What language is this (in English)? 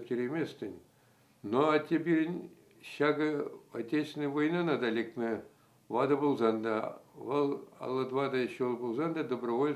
Chuvash